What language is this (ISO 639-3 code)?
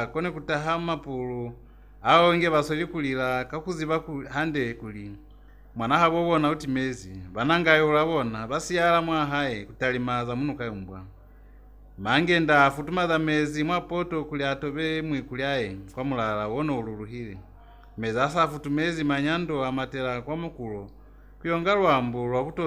loz